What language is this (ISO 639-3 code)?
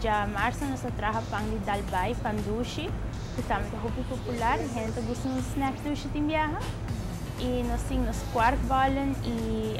pap